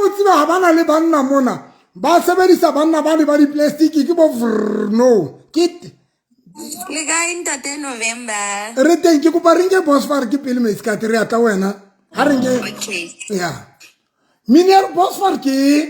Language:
Southern Sotho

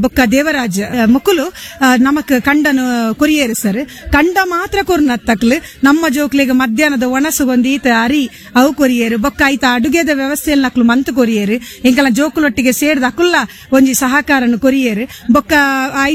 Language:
Tulu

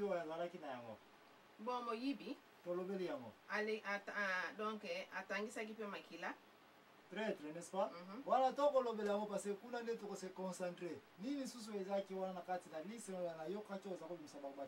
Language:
Lingala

